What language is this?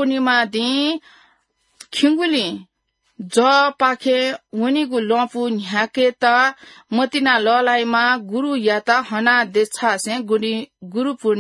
Newari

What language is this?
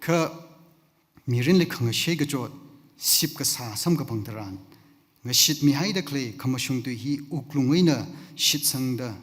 Tangkhul Naga (India)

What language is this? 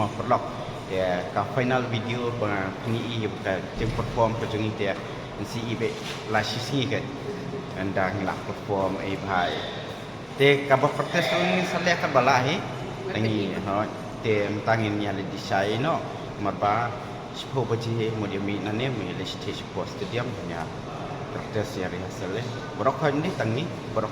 Khasi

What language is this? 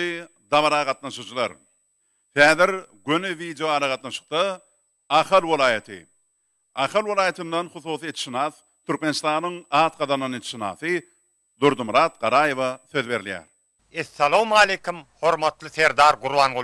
Turkmen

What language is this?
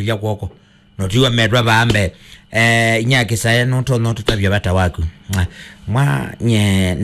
Kamba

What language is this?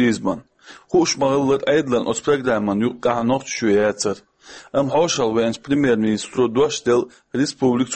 Chechen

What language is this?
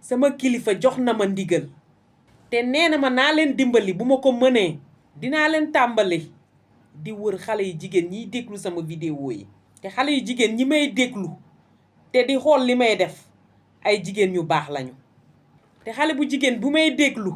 Wolof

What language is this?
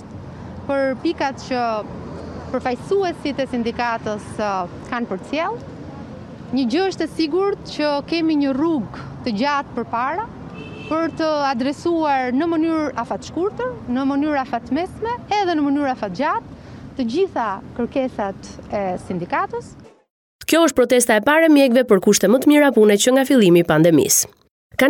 Albanian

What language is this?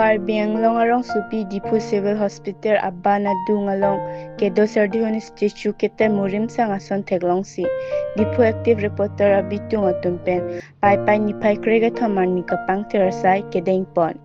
Karbi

